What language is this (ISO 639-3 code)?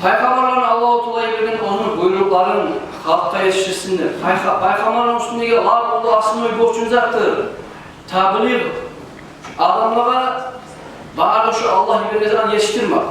kum